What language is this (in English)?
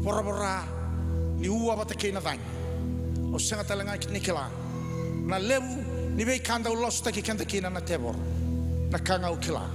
Fijian